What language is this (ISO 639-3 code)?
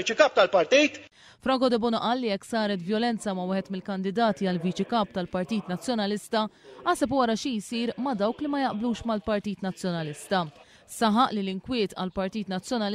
mlt